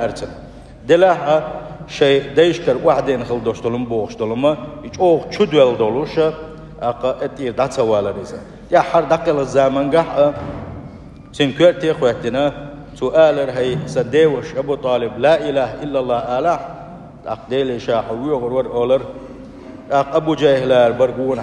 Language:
Chechen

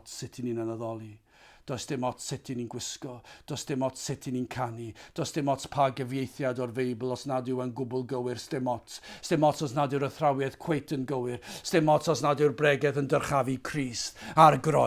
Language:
Welsh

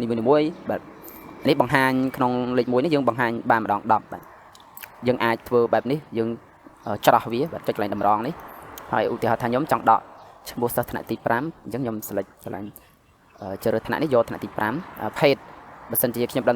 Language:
Khmer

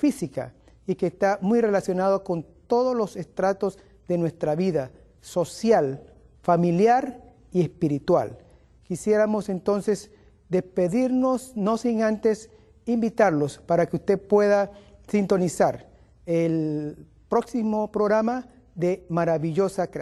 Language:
Spanish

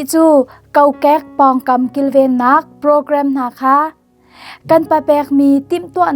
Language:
Hakha Chin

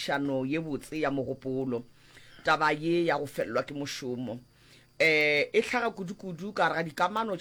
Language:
Northern Sotho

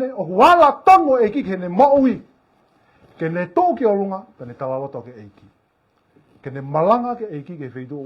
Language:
Tongan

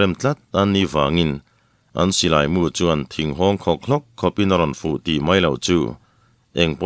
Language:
Mizo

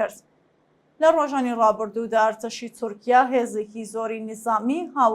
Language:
Central Kurdish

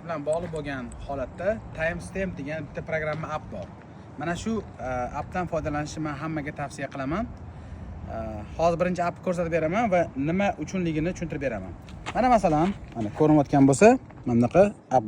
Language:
Uzbek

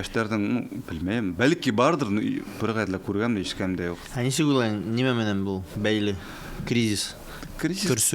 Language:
Bashkir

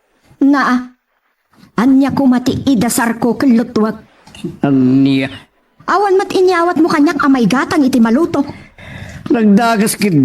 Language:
Iloko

